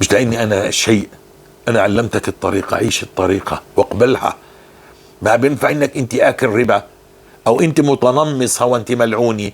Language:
North Levantine Arabic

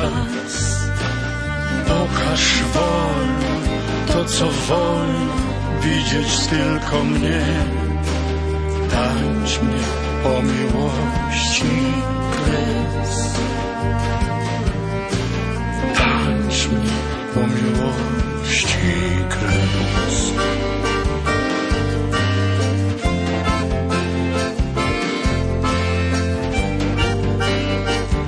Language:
Polish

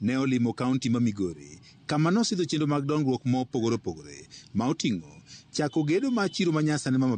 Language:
Luo (Kenya and Tanzania)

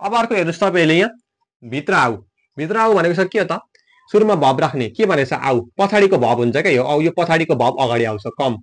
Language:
Nepali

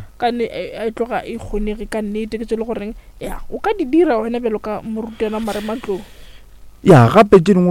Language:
Northern Sotho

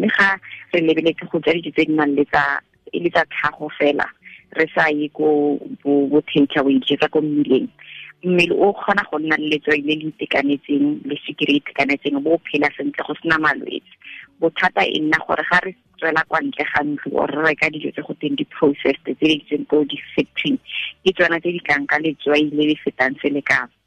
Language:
Tswana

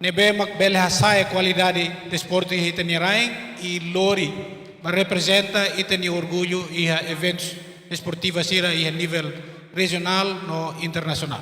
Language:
Tetum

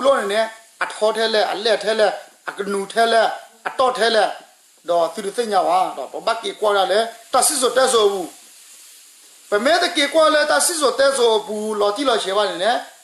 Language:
S'gaw Karen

